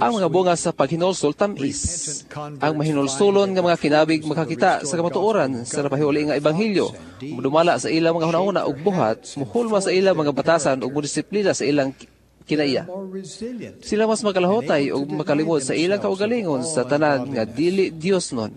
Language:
Cebuano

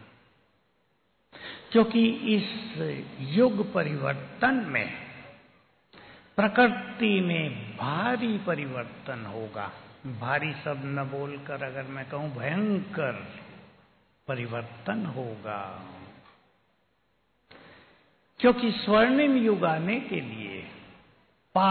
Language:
Hindi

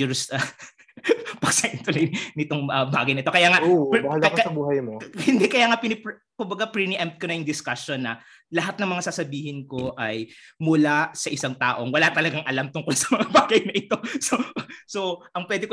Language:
Filipino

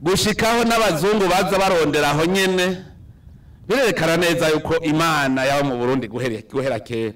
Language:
Rundi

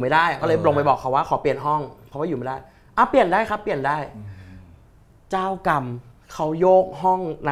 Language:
Thai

